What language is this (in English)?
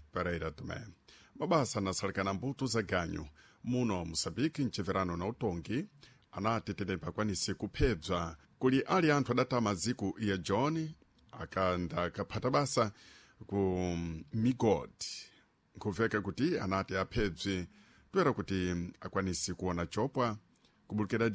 Sena